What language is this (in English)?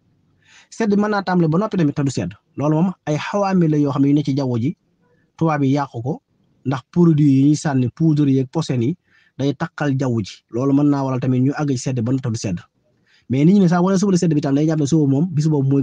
Wolof